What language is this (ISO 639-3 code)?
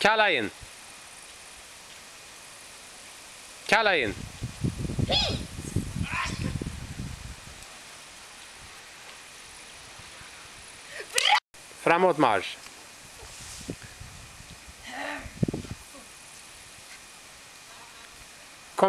swe